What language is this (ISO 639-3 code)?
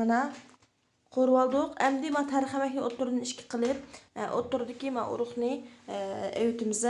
uig